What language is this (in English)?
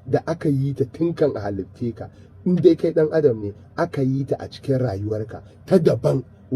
Hausa